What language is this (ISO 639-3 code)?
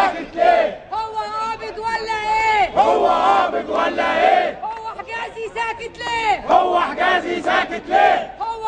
arz